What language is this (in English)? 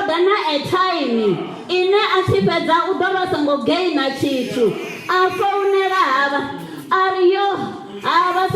Venda